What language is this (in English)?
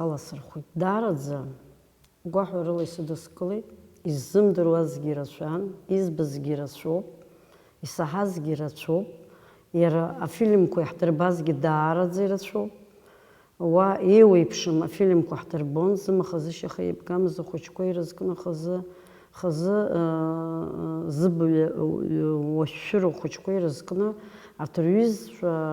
Abkhazian